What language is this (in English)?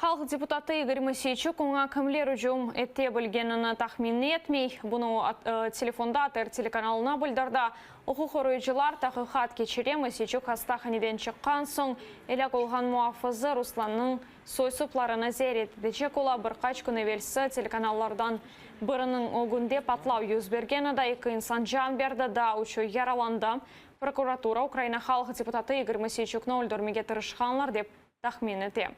Crimean Tatar